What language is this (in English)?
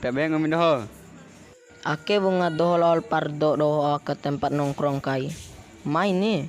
Bima